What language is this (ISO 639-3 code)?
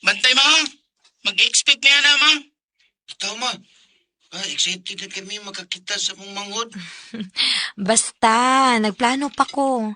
ceb